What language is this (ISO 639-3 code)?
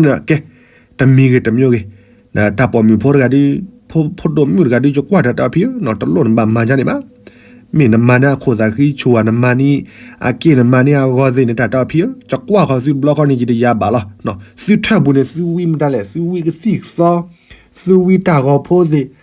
ksw